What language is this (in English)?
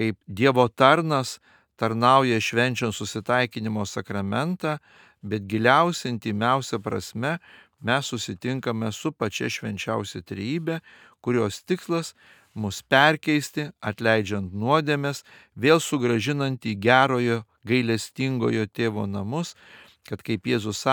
Lithuanian